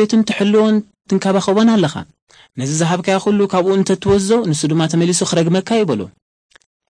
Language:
Tigrinya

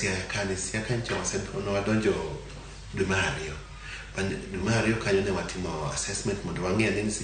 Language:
Luo (Kenya and Tanzania)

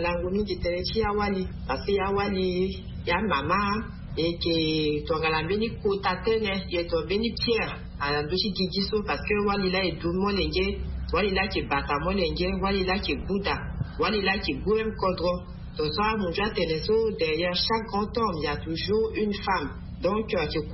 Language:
Sango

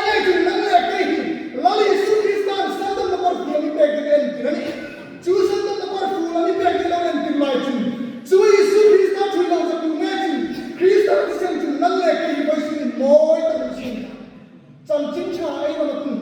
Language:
Hmar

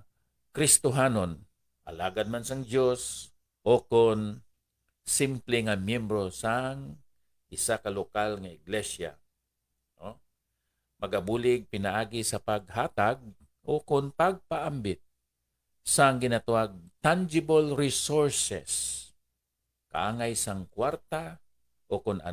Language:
Hiligaynon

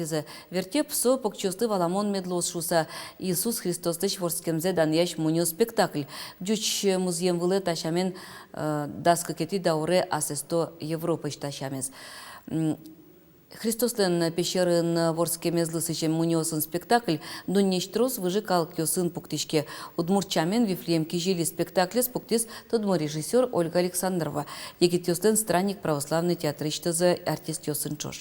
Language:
Udmurt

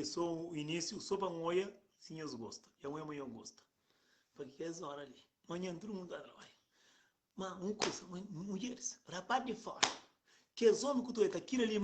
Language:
Kabuverdianu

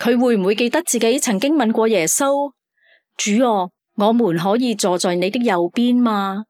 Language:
Cantonese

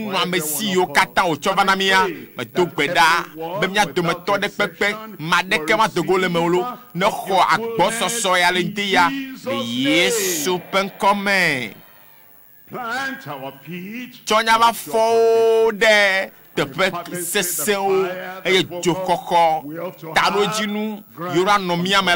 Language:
Ewe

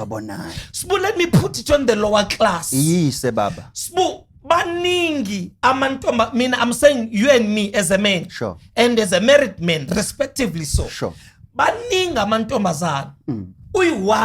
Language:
Zulu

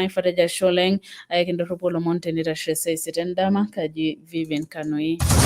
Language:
Masai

